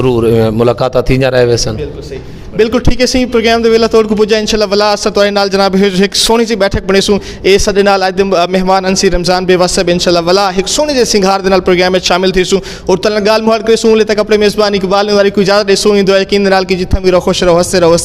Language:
Saraiki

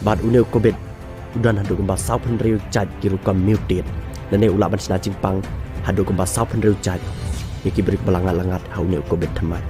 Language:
Khasi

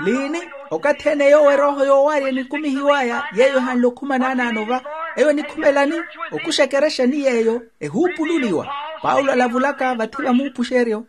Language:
Makhuwa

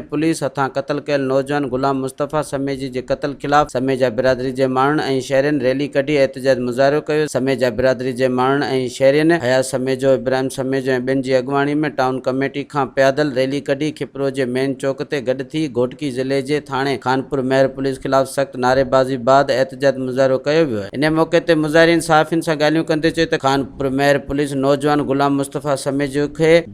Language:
Sindhi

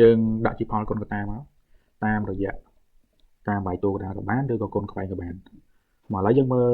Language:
Khmer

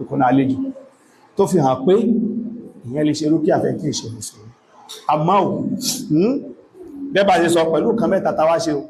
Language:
Yoruba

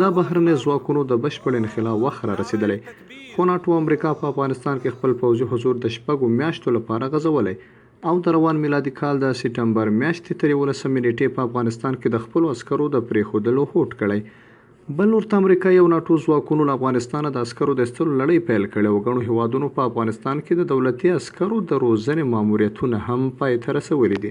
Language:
Pashto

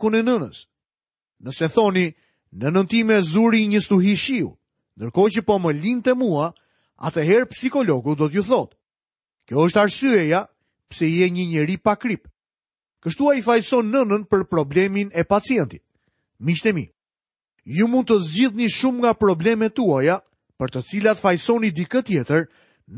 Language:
Albanian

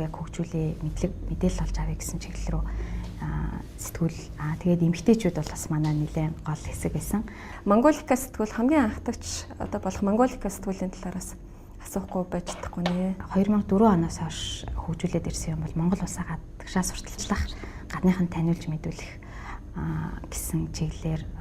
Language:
Mongolian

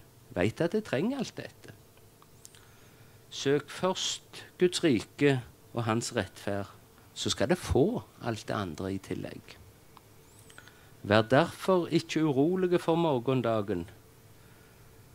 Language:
Norwegian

